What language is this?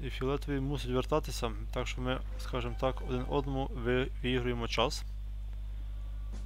Ukrainian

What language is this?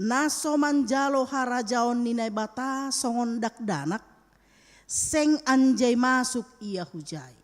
Batak Simalungun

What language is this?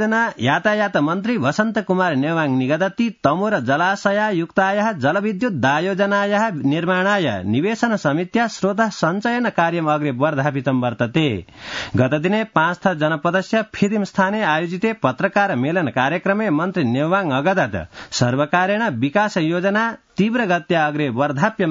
Sanskrit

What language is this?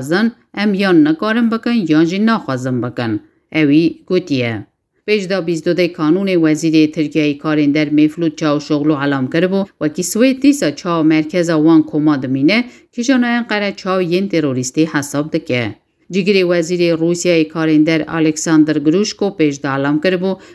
Kurdish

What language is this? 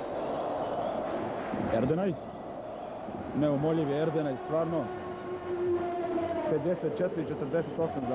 Serbian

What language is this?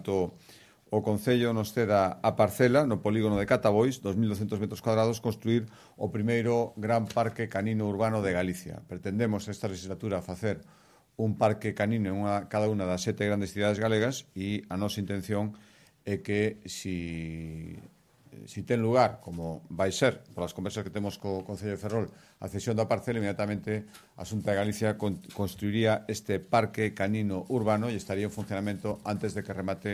Galician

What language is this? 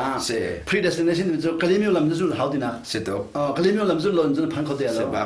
Hakha Chin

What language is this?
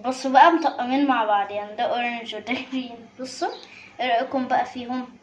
Egyptian Arabic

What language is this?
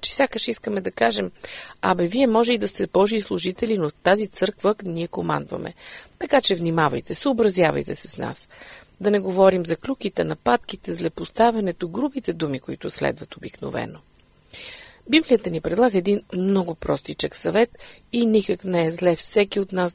Bulgarian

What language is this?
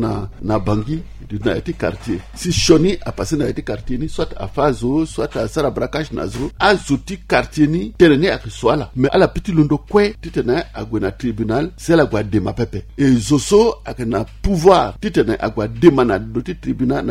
Sango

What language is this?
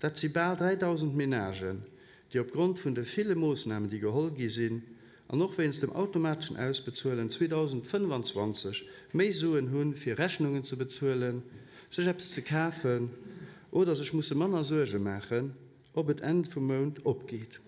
Luxembourgish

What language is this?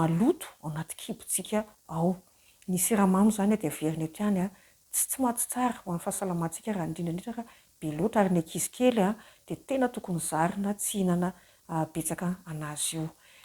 Malagasy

